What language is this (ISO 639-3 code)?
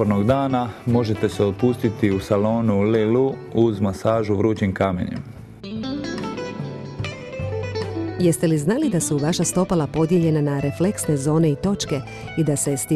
hrv